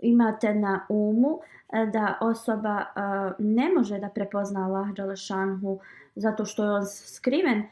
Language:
Bosnian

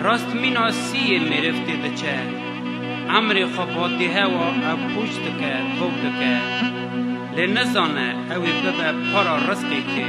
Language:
Kurdish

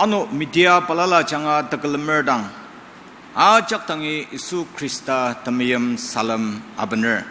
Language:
Ao Naga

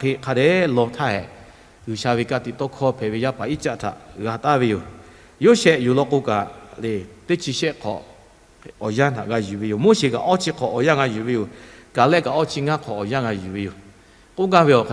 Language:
Lahu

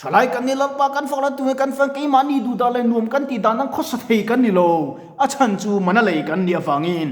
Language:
Mizo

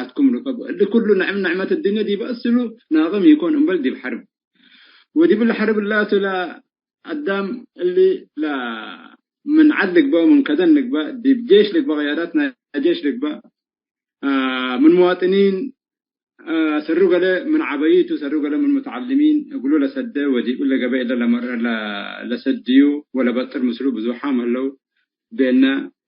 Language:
Tigre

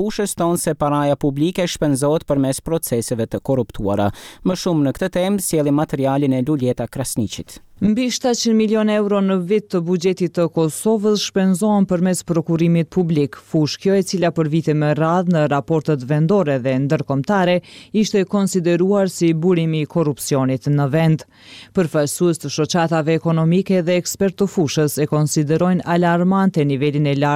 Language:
Albanian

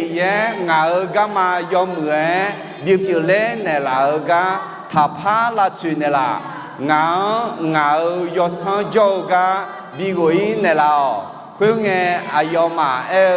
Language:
Akha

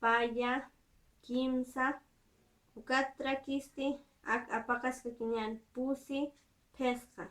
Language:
Aymara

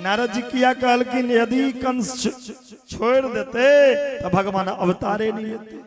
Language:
Maithili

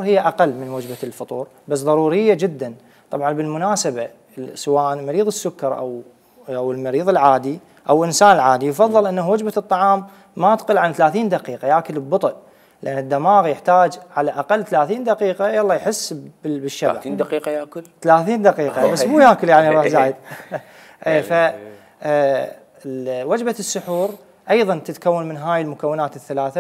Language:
Mesopotamian Arabic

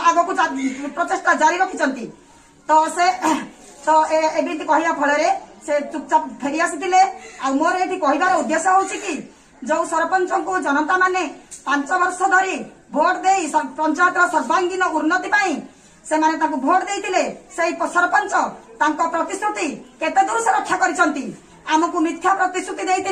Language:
Odia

